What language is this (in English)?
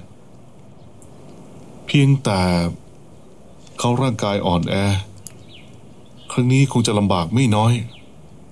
Thai